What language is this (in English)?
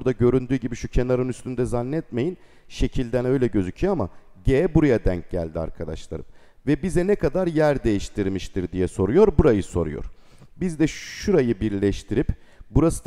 Turkish